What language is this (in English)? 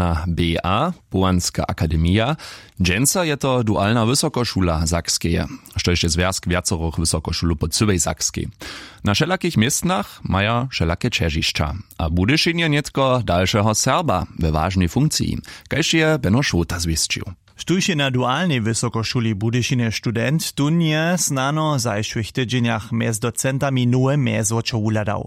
Upper Sorbian